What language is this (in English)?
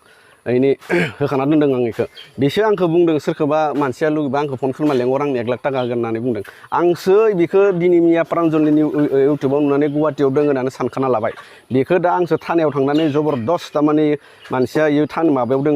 Bodo